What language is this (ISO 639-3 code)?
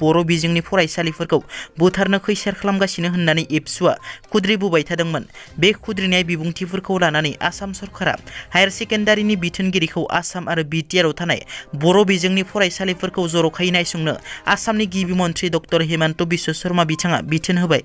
brx